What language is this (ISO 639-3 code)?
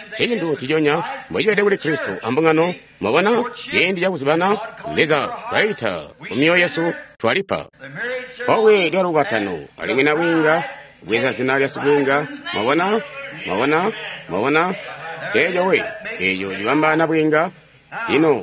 toi